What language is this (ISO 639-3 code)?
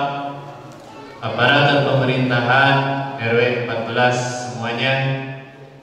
ind